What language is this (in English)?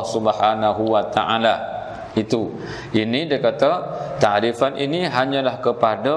Malay